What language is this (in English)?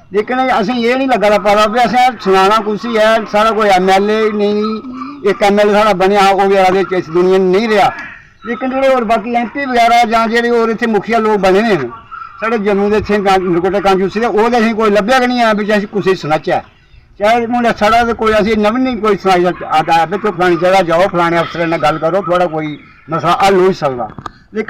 Dogri